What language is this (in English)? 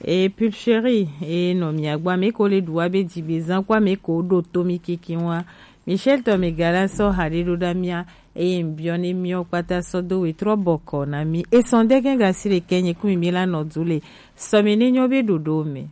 Gen